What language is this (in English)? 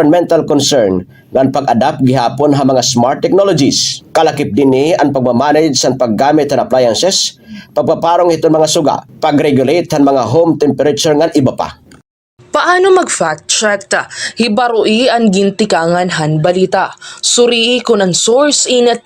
Waray